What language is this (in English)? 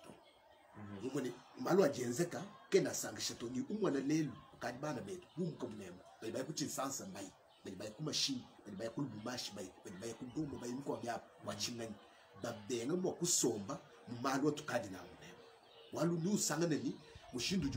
Luba-Lulua